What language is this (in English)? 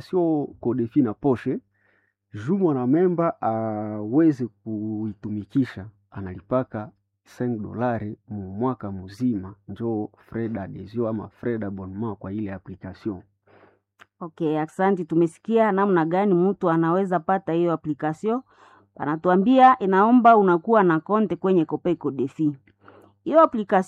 Swahili